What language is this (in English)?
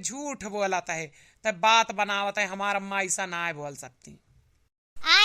Awadhi